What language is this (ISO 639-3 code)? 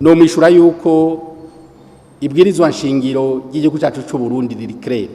run